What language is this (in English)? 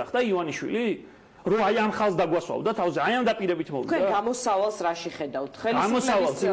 Georgian